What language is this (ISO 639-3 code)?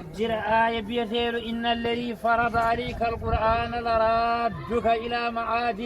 ful